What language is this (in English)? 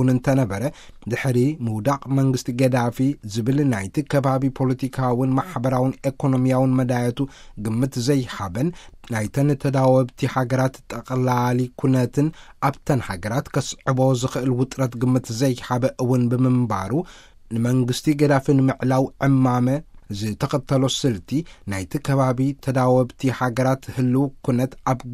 Tigrinya